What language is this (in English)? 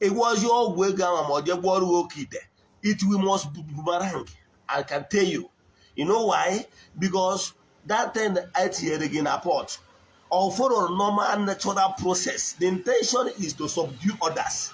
Igbo